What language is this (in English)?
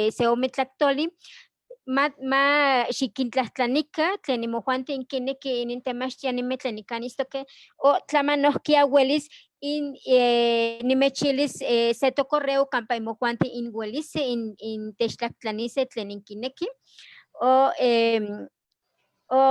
Eastern Huasteca Nahuatl